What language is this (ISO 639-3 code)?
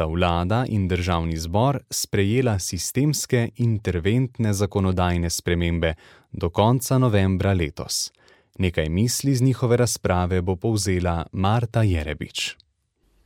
slv